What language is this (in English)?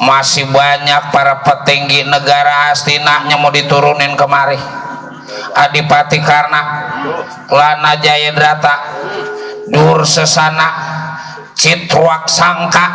Betawi